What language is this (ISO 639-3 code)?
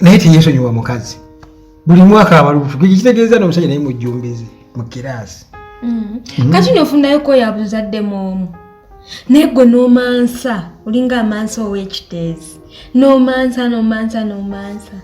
lug